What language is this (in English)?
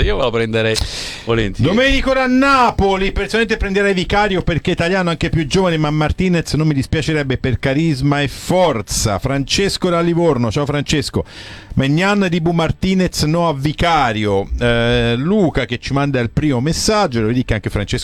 Italian